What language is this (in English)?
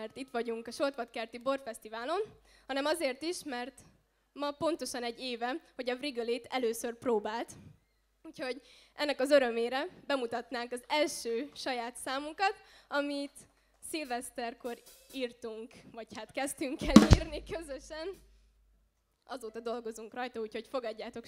Hungarian